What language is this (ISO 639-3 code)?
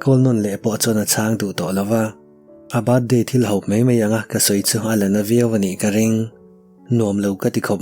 lus